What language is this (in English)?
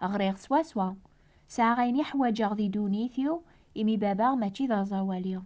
Kabyle